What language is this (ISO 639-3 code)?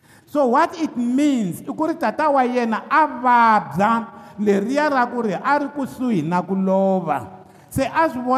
tso